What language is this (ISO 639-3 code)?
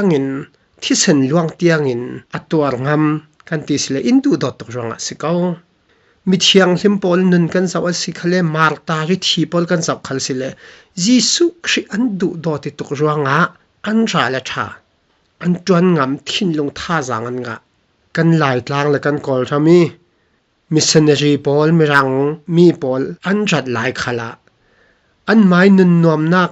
cfm